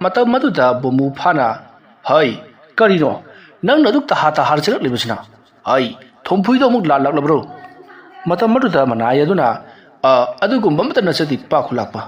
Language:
Manipuri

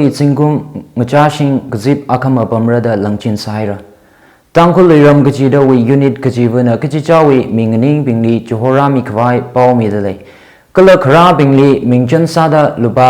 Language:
Tangkhul Naga (India)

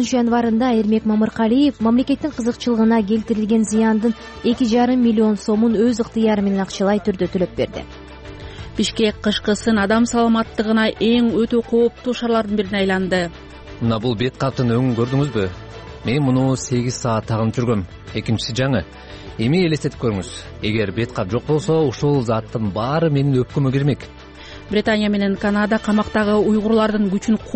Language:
Kyrgyz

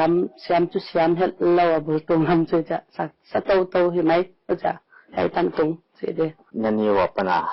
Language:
Paite Chin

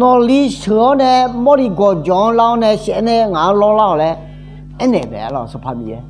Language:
Akha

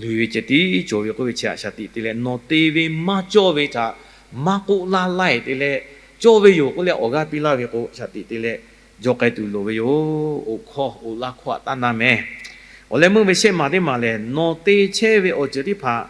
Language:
Lahu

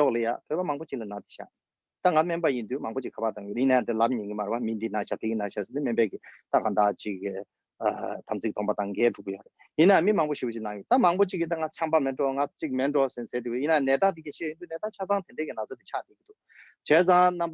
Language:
Tibetan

